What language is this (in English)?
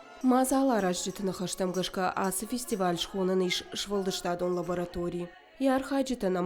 Ossetic